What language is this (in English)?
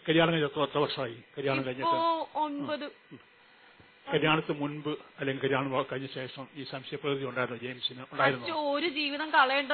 Malayalam